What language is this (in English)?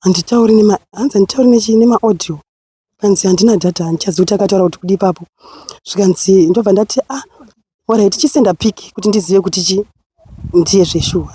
Shona